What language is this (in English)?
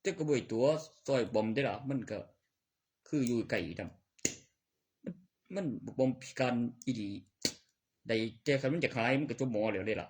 Northeastern Thai